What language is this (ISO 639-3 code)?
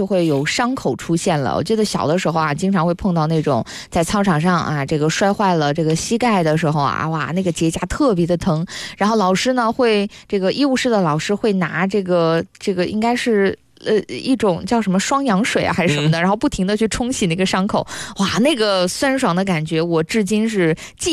zho